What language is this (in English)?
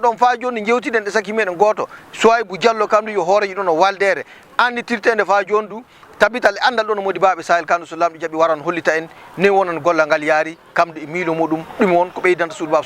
Fula